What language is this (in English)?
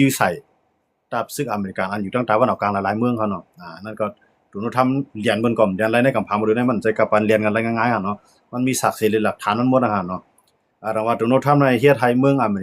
Shan